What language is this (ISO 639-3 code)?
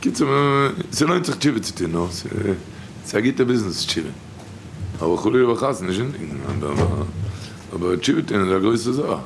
yid